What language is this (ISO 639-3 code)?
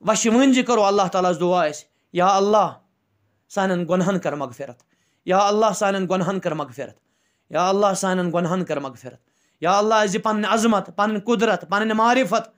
kas